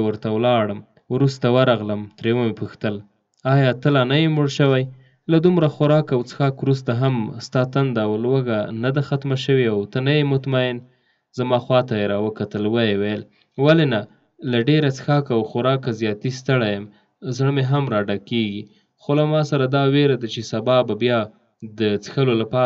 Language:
Pashto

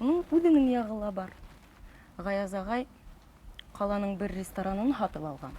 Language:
Bashkir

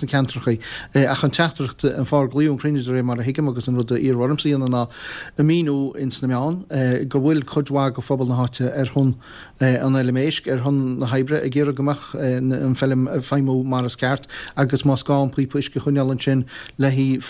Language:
Irish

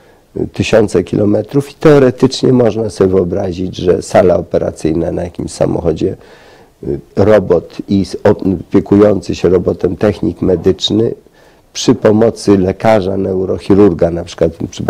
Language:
Polish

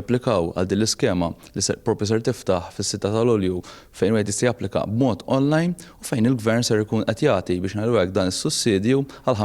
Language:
Maltese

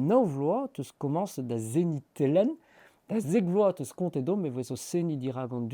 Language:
Breton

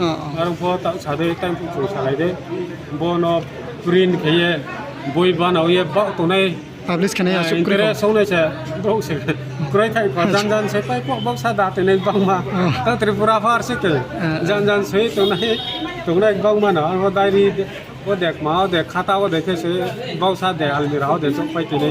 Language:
Riang (India)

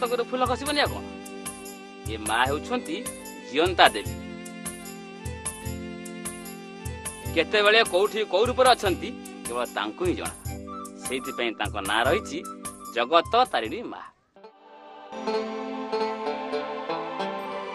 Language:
Odia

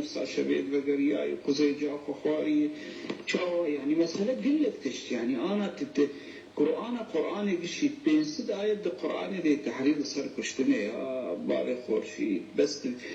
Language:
Kurdish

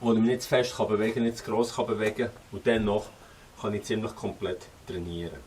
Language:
Swiss German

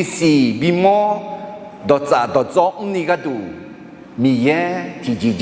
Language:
Akha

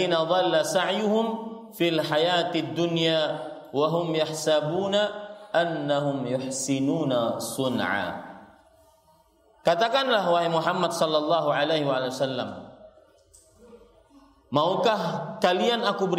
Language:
Indonesian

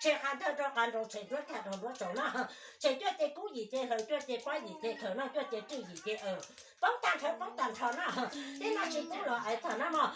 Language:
Hmong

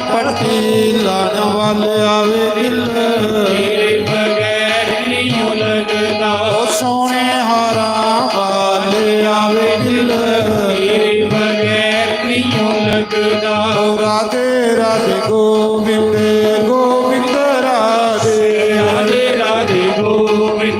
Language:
Dogri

